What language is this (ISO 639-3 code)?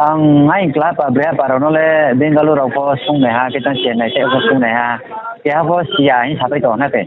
ria